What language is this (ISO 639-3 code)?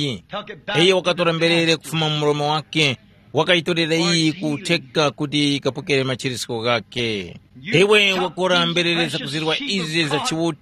tum